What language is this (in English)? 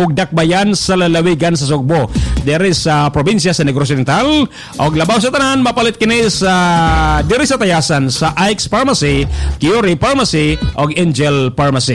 Cebuano